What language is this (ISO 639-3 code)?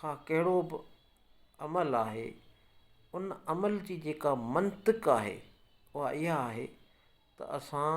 snd